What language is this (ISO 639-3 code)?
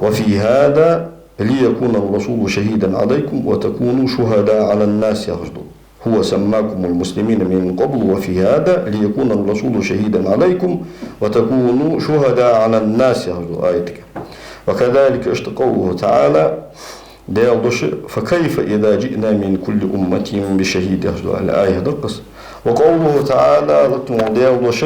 inh